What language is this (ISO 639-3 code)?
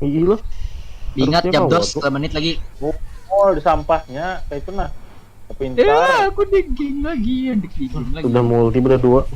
bjn